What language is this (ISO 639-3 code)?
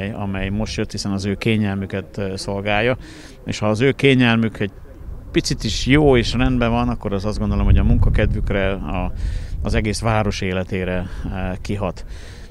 hun